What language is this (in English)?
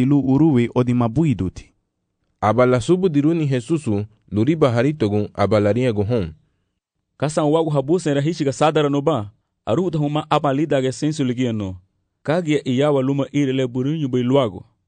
Garifuna